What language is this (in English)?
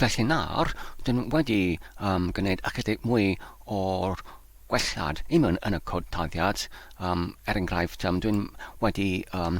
Welsh